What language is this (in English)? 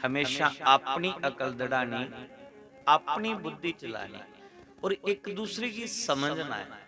Dogri